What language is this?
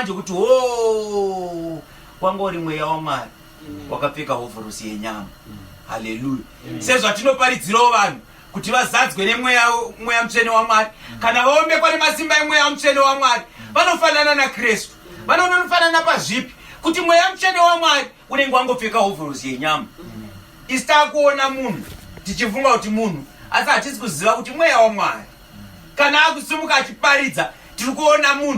Shona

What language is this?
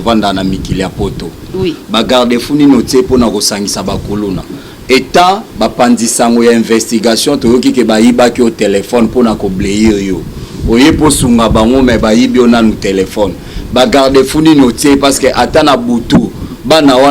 Lingala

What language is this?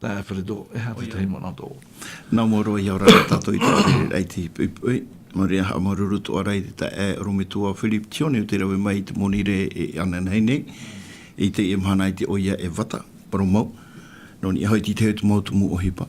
Tahitian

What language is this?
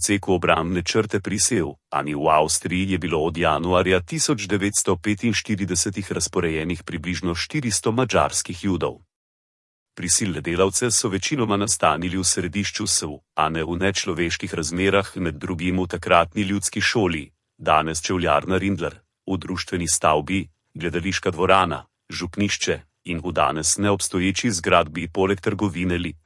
Slovenian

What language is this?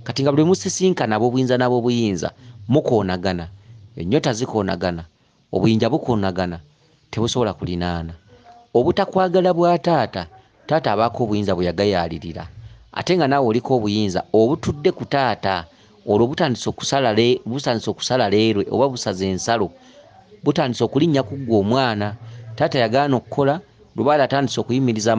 Ganda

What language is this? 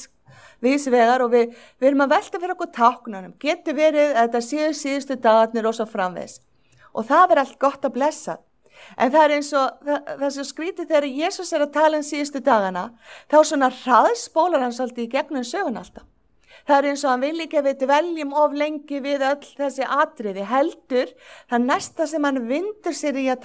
Icelandic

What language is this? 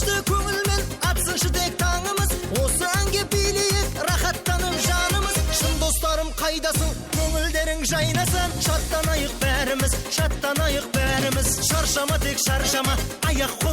Kara-Kalpak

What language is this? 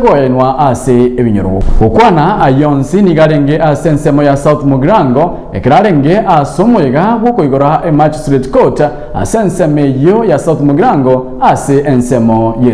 Gusii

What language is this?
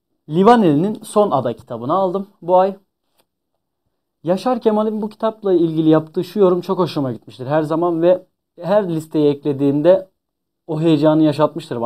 Turkish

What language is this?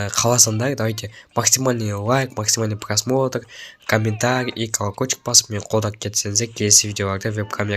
Kazakh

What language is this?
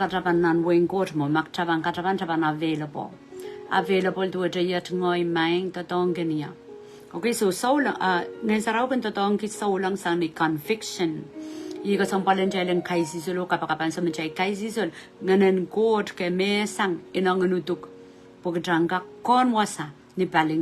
Pohnpeian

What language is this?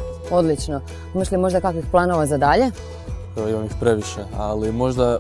Croatian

